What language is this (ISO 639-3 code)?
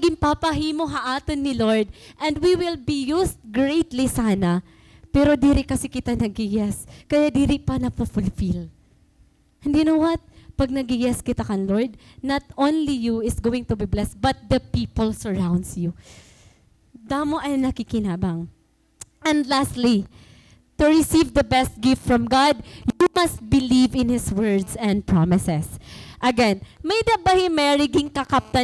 war